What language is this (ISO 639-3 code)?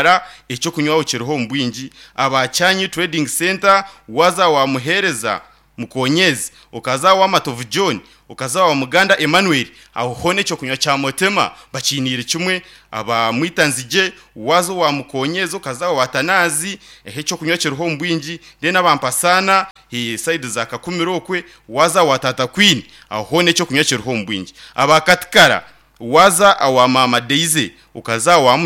nyn